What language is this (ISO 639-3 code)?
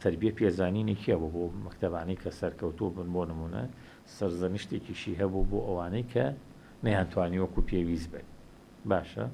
ckb